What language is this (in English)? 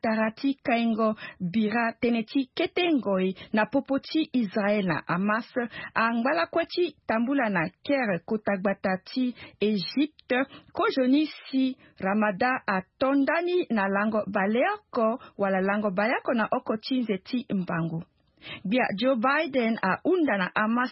Sango